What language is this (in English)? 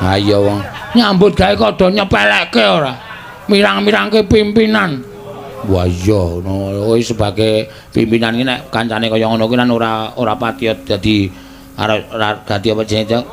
Javanese